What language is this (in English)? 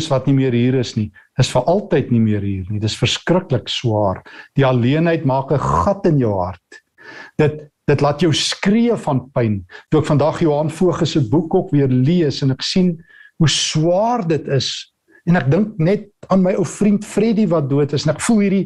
Afrikaans